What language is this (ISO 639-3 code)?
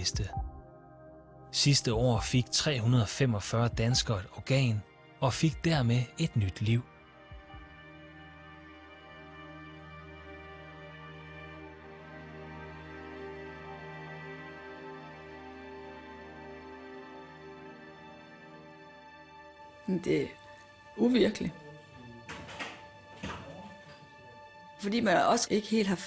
dan